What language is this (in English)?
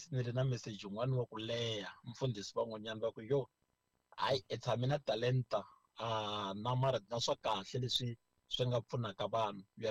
Tsonga